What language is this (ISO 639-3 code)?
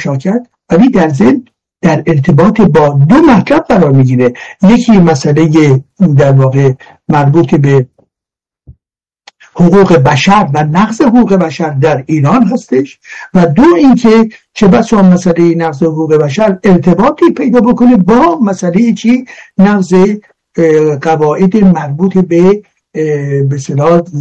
fas